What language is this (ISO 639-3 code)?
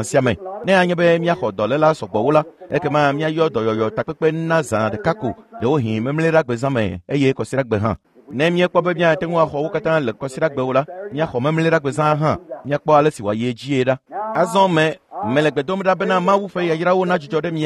ewe